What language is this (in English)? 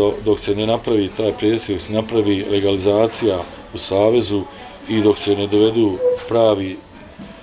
Bosnian